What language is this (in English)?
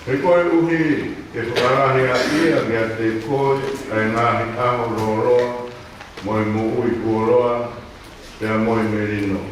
Tongan